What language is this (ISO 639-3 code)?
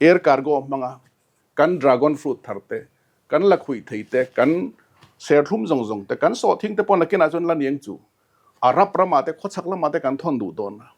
lus